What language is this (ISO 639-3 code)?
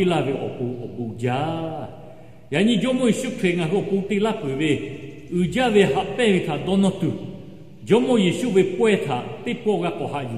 lhu